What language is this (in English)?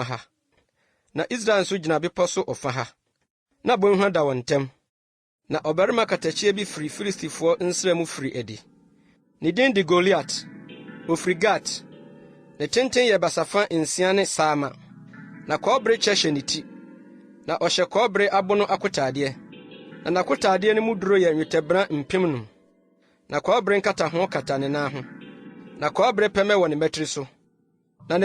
Akan